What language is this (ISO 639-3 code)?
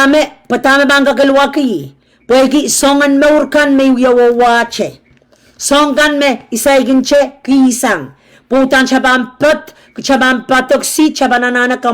pon